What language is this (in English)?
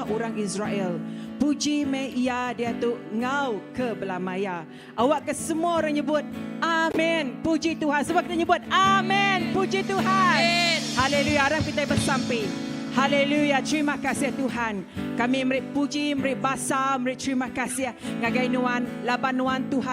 Iban